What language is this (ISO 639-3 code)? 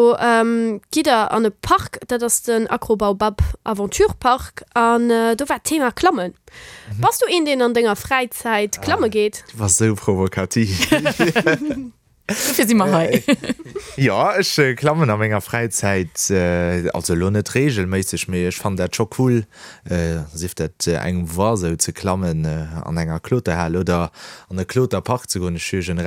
ltz